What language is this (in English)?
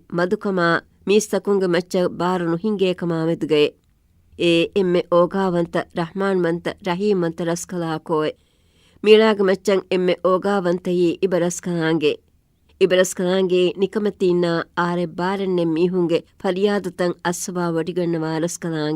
Divehi